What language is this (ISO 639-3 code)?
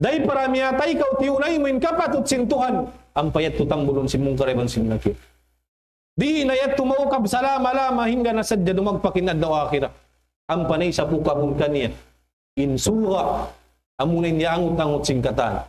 tsg